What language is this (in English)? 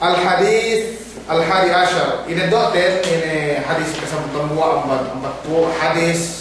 Yakan